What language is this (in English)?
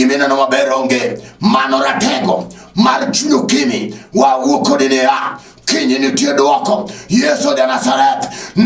Luo (Kenya and Tanzania)